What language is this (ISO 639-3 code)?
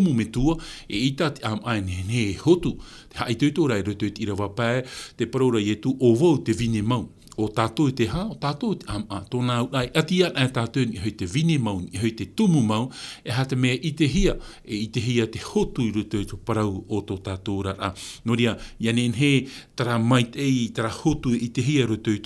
tah